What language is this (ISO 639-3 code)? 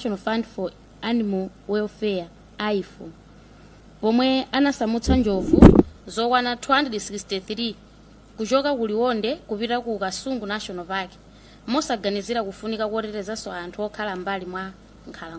nya